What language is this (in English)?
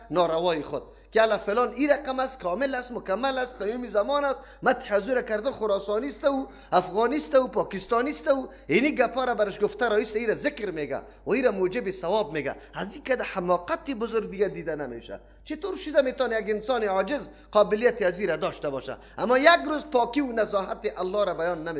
Persian